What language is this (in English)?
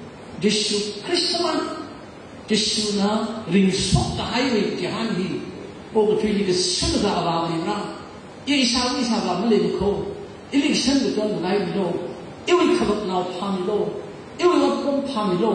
Tangkhul Naga (India)